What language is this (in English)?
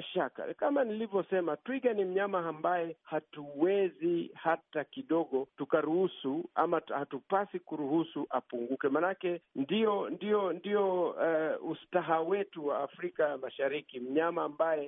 Swahili